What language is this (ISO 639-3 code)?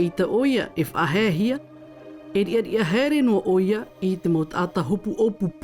tah